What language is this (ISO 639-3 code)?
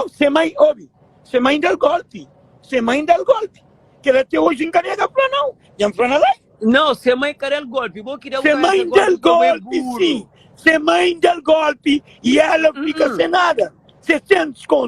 kea